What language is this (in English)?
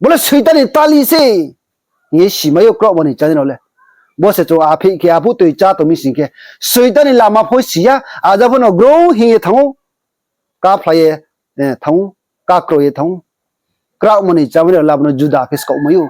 Riang (India)